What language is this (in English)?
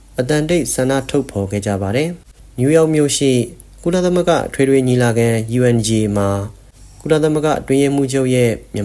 Burmese